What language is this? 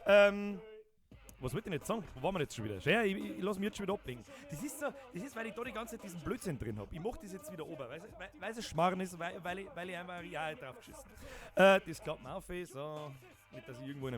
Bavarian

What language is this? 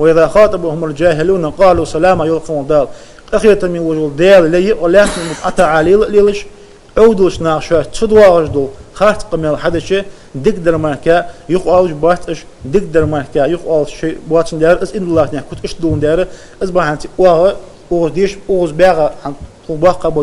Ingush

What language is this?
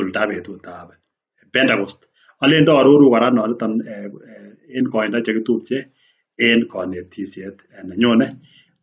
Kalenjin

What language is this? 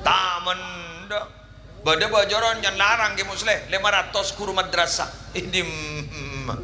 Madurese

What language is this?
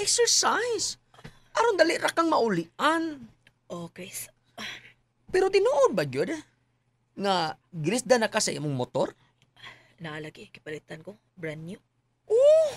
Cebuano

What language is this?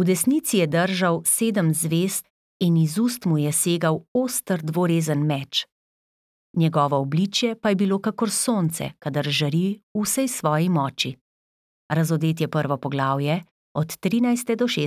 Slovenian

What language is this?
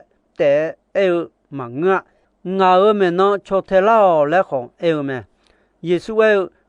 Akha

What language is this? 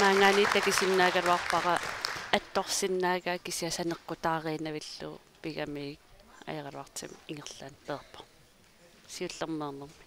Kalaallisut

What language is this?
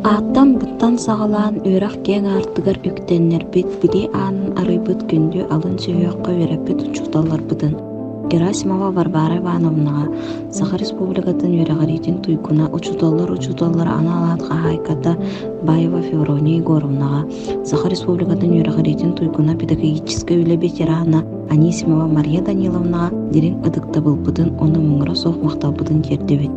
Yakut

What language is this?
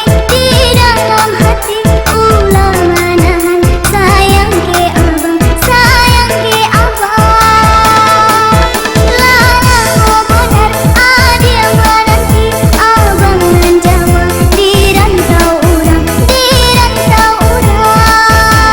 Minangkabau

